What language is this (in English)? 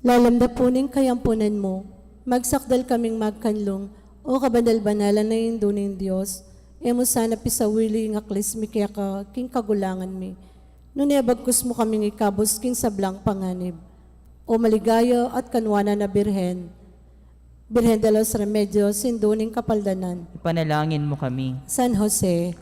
Pampanga